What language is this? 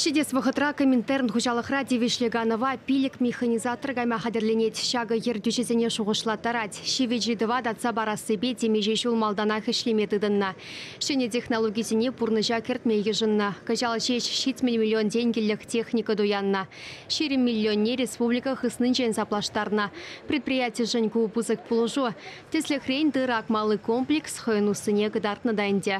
Chuvash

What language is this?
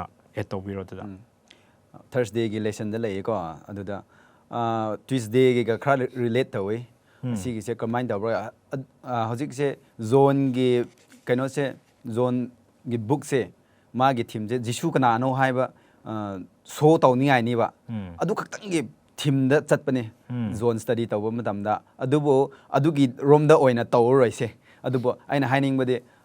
Manipuri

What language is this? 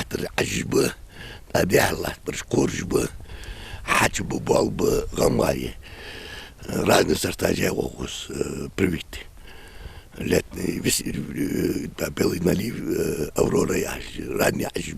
Ingush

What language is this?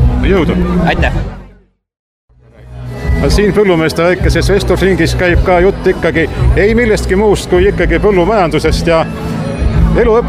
Estonian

